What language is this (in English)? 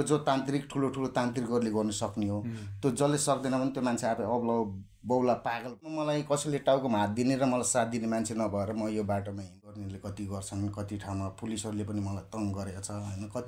Nepali